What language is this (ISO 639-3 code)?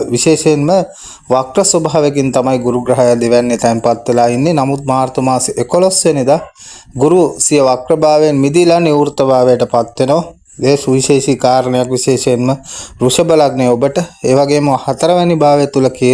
sin